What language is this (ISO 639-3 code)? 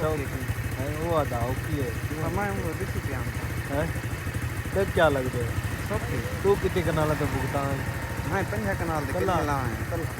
skr